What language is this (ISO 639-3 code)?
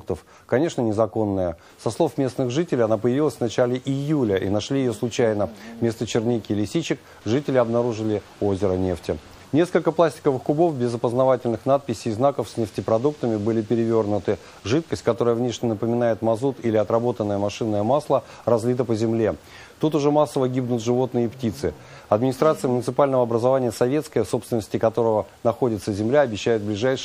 rus